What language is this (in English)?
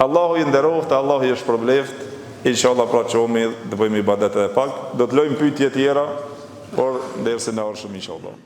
Albanian